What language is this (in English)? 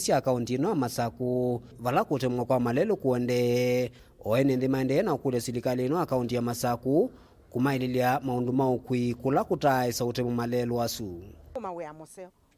Kamba